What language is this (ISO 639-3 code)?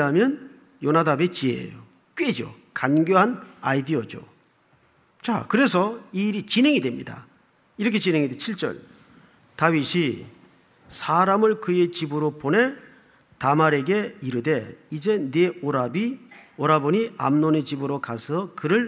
kor